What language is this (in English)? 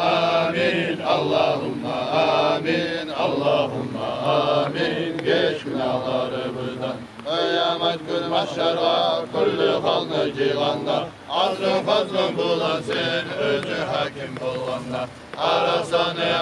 Kumyk